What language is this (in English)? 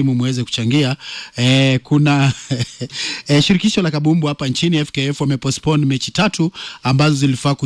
Swahili